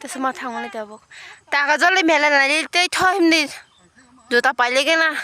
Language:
Kok Borok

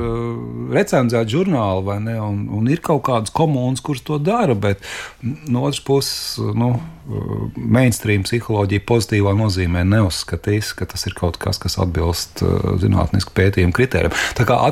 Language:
Latvian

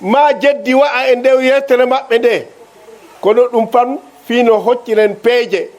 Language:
Fula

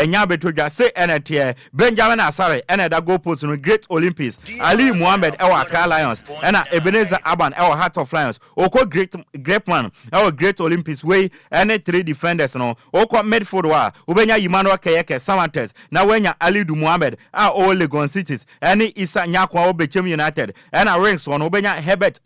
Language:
Akan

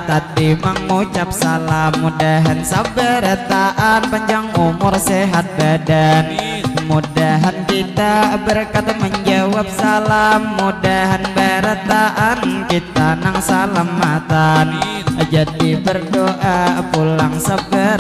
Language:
Banjar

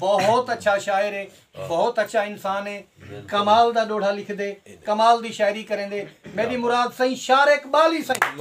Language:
Saraiki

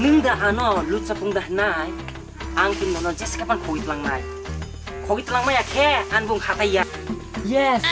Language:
Kok Borok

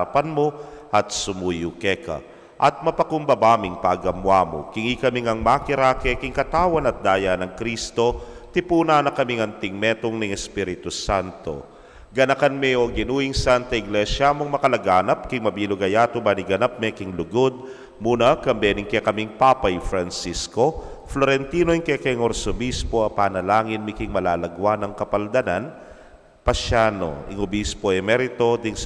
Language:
Pampanga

